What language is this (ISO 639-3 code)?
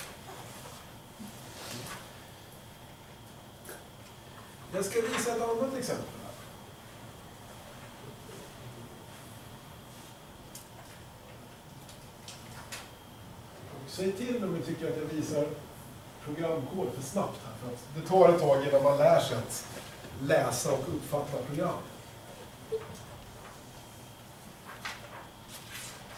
swe